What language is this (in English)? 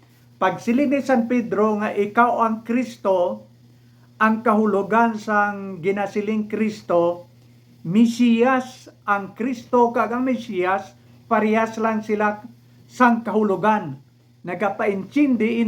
Hiligaynon